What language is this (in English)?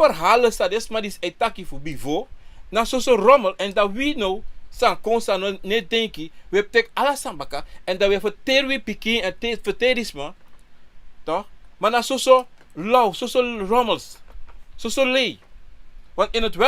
Sranan Tongo